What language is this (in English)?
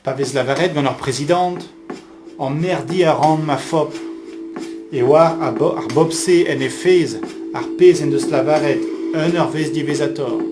Breton